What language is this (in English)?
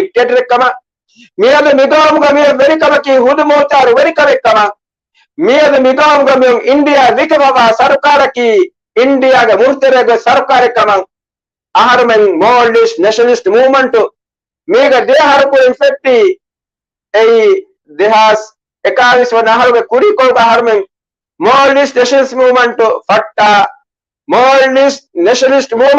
Divehi